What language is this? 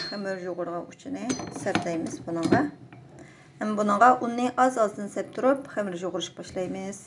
Uyghur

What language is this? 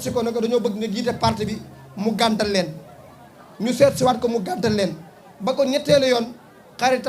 Wolof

